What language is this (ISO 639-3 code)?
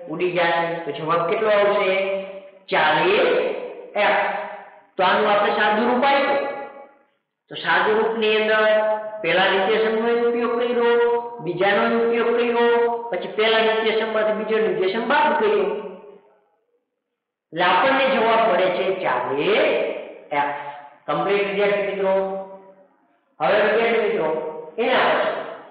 guj